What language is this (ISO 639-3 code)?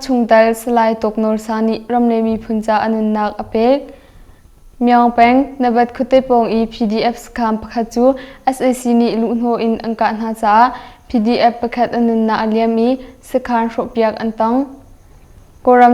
cnh